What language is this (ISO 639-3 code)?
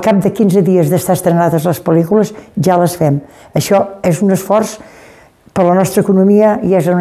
cat